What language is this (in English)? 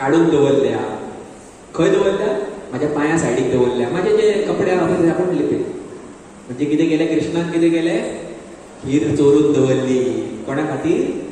Konkani